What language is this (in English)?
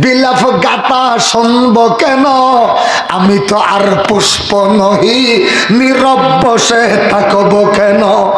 Rohingya